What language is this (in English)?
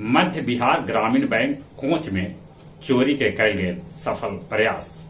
Magahi